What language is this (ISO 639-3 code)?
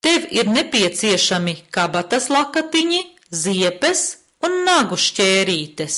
lav